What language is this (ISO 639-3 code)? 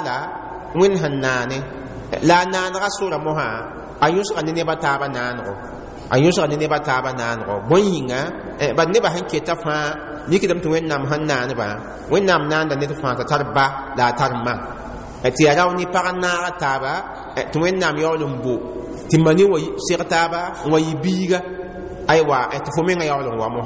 mos